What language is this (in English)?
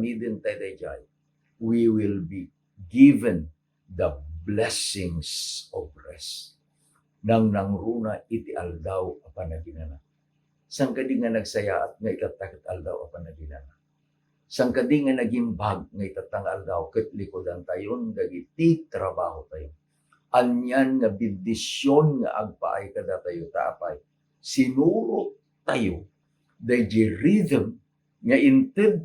Iloko